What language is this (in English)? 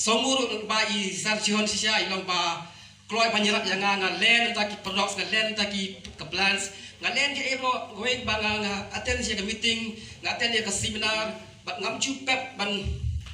Khasi